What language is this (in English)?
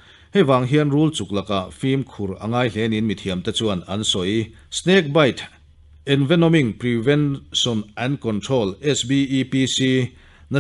Mizo